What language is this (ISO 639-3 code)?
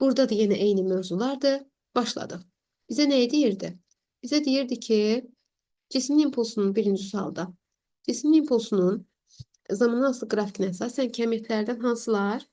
aze